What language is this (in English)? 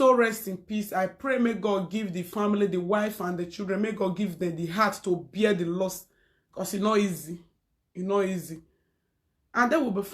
Nigerian Pidgin